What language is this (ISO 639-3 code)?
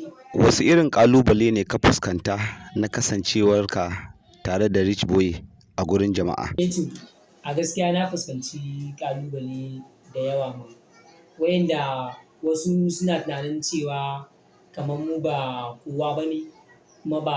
hau